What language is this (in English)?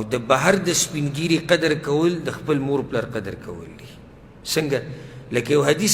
Pashto